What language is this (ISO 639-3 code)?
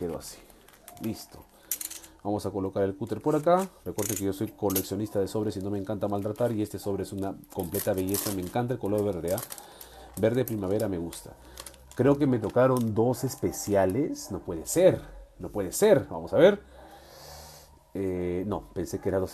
spa